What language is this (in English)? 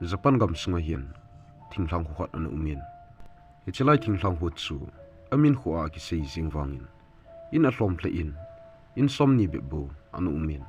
Thado Chin